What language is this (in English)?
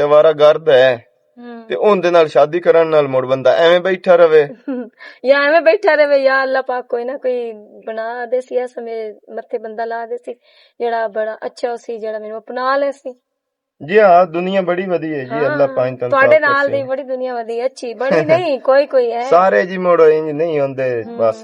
Western Panjabi